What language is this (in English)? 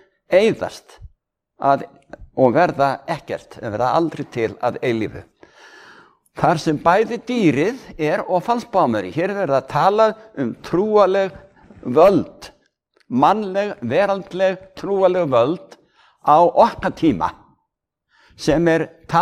Icelandic